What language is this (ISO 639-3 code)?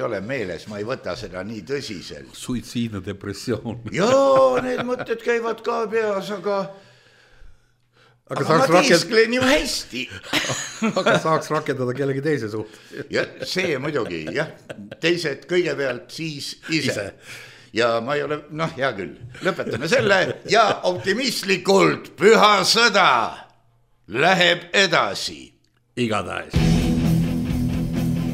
est